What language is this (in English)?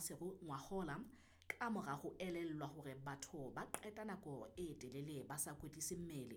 Southern Sotho